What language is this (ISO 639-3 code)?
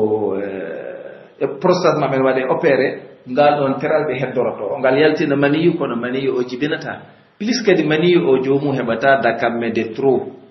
fuf